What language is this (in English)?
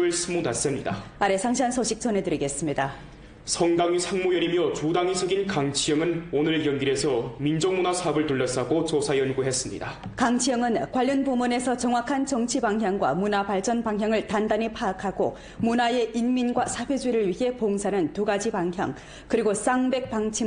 Korean